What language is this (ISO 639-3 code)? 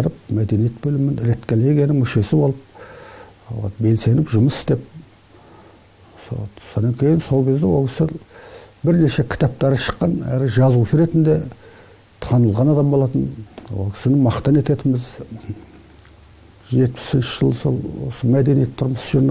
kaz